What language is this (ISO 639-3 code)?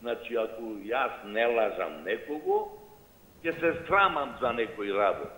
mkd